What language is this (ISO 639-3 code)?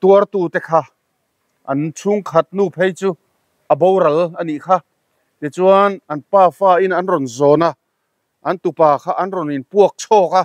lus